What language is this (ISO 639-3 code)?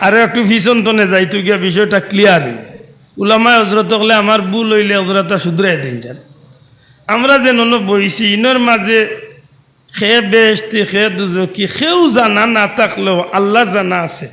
syl